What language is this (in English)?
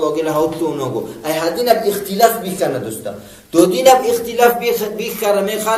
Avaric